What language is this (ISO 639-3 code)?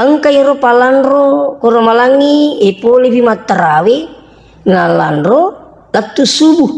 bug